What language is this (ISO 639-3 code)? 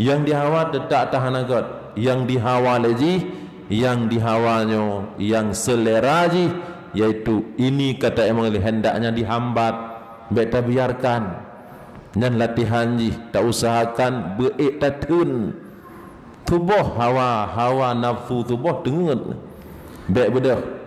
ace